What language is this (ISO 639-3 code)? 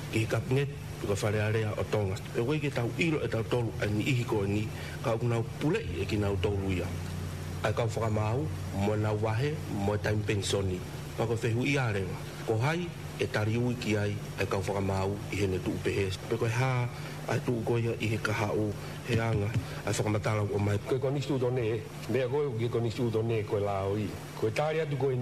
ton